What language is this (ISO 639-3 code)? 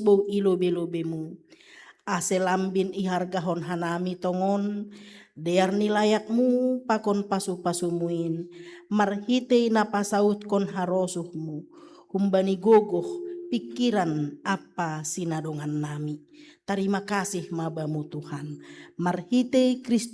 bts